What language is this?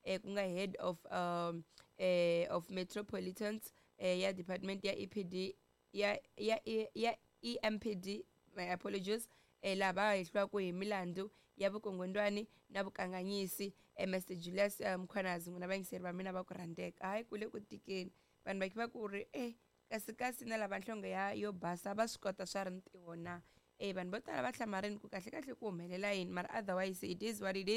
Tsonga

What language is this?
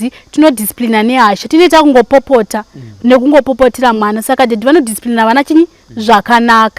Shona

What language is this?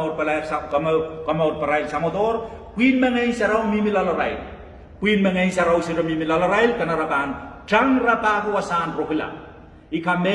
Pohnpeian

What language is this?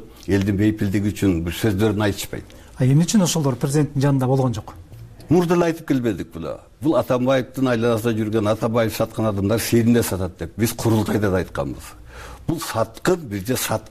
Kyrgyz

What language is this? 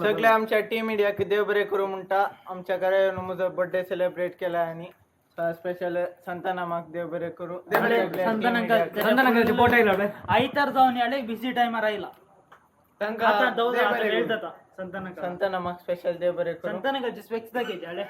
Konkani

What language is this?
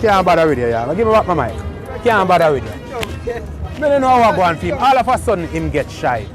Jamaican Creole English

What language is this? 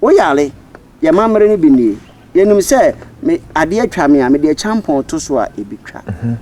Akan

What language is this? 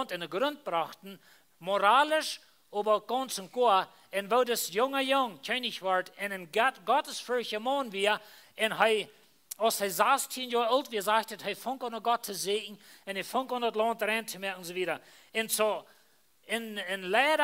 Plautdietsch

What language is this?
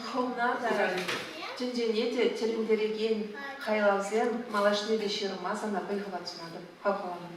Chuvash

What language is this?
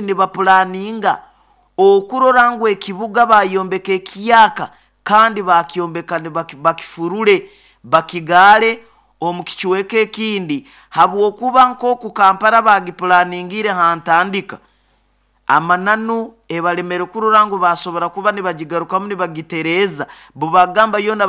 Nyoro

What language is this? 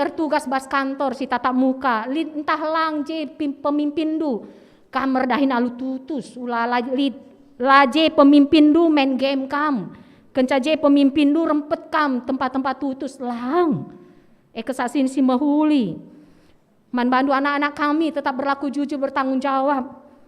Batak Karo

